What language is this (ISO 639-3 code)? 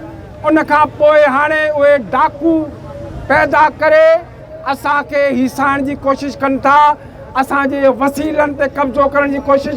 snd